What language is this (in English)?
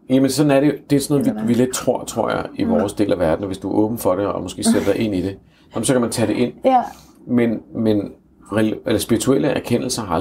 Danish